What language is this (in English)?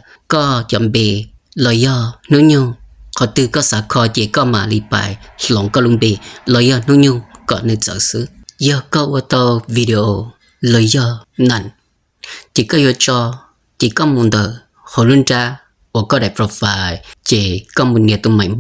Hmong